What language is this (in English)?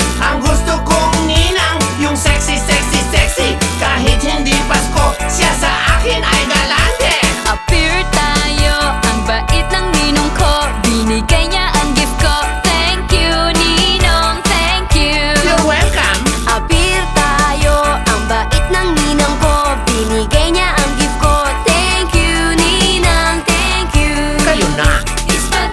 Filipino